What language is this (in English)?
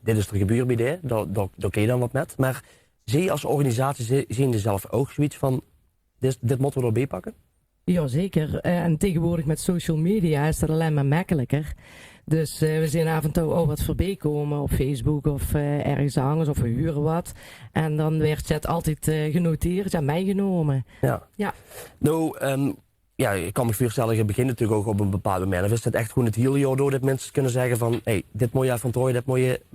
Limburgish